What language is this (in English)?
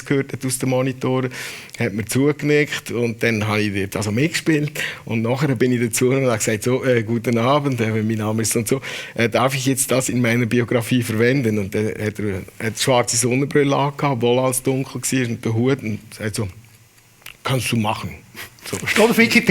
Swiss German